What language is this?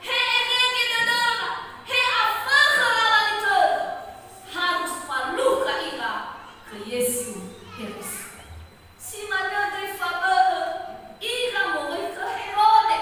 Nias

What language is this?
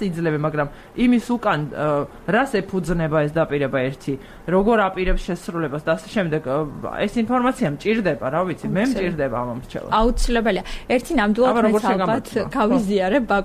Georgian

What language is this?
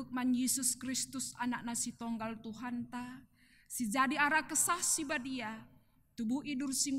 Batak Karo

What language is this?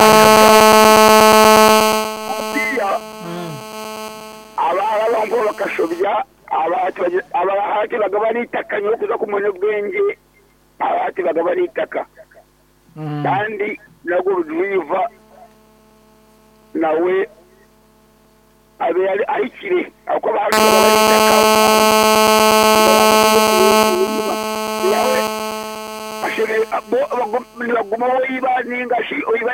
Kinyarwanda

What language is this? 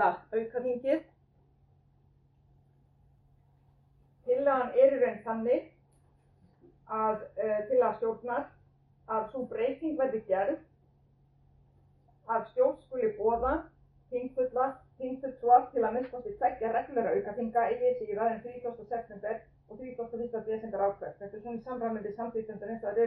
Icelandic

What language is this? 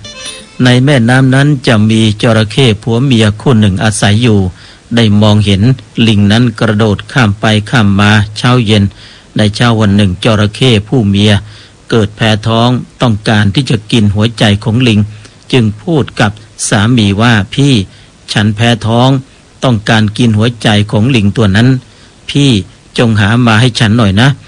Thai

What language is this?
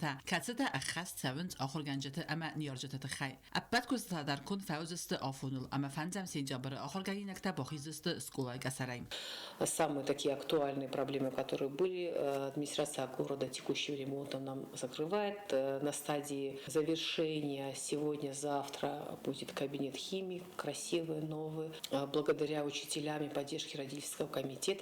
Ossetic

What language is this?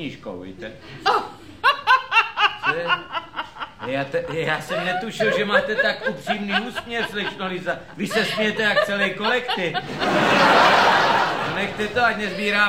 Czech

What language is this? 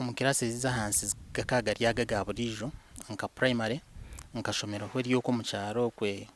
Nyankole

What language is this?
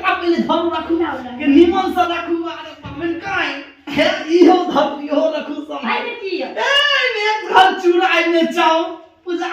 Maithili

